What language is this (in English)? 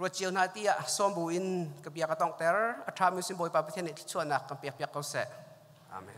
Hakha Chin